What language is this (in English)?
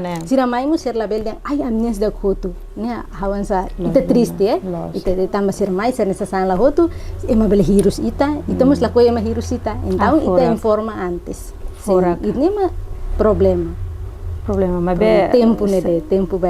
Tetum